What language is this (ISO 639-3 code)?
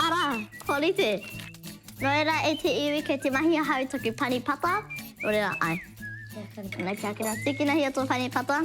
mri